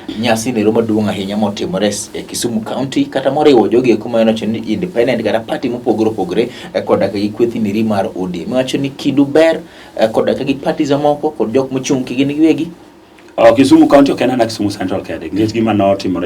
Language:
Luo (Kenya and Tanzania)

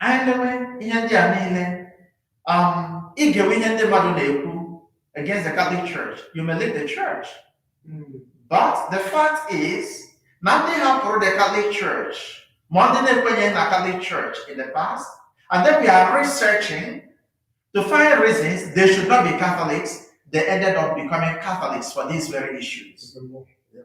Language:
Igbo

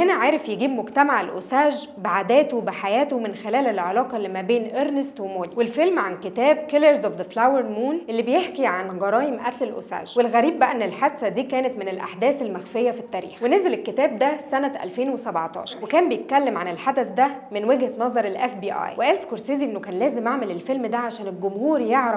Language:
Egyptian Arabic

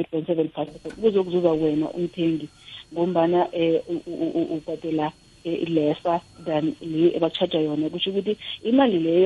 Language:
South Ndebele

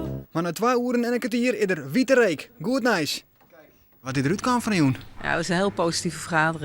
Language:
Western Frisian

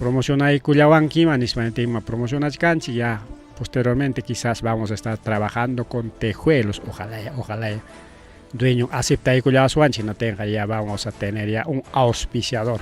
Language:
Ayacucho Quechua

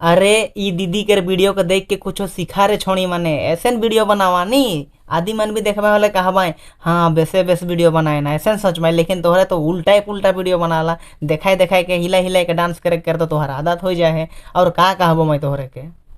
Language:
Sadri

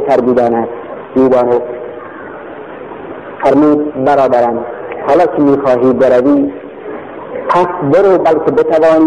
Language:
Persian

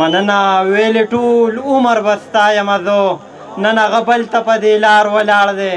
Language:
Pashto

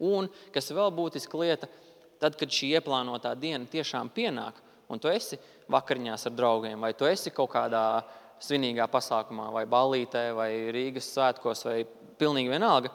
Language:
Latvian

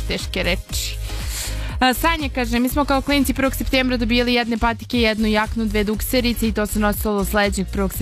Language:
Serbian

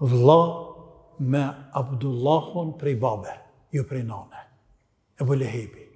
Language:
Albanian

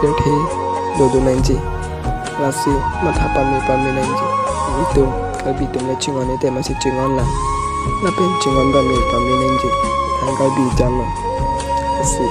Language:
Karbi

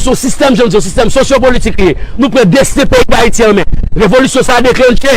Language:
Haitian Creole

